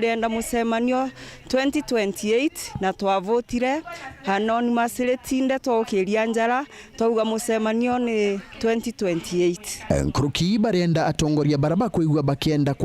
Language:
Meru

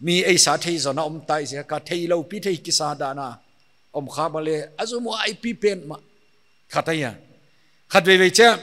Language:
Paite Chin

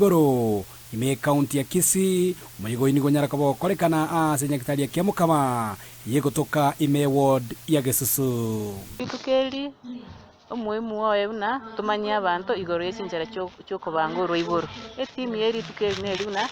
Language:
Gusii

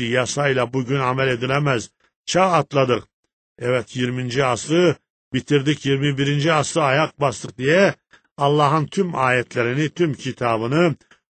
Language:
Turkish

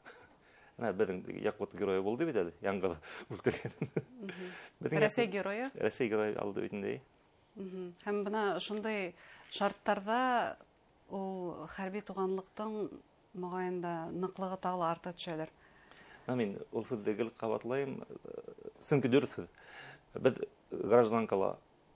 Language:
Bashkir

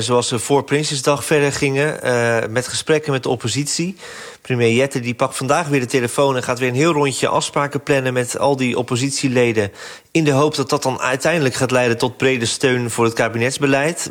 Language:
Dutch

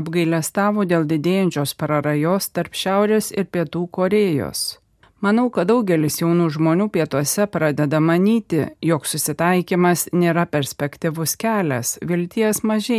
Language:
Lithuanian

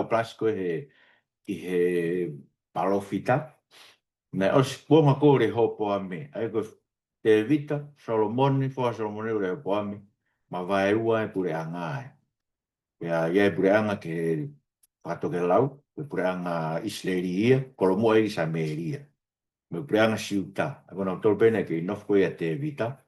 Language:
Tongan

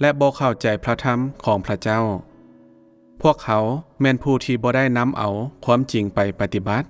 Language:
Lao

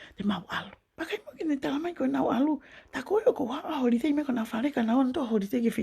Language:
Tongan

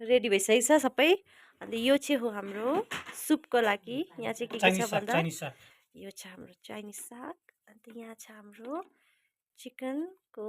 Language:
Nepali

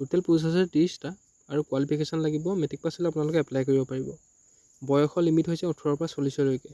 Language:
Assamese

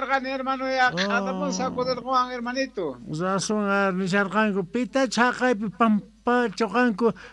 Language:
South Bolivian Quechua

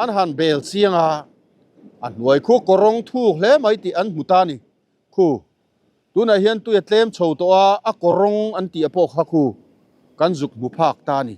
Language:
Mizo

